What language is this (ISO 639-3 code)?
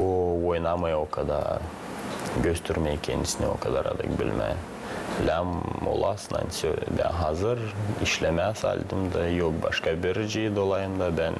gag